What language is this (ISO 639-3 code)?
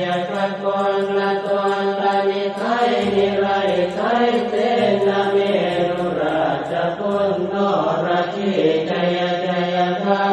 pli